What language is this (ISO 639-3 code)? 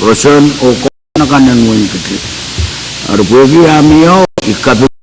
pon